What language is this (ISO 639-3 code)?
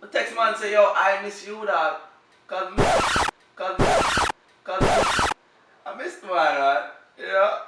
jam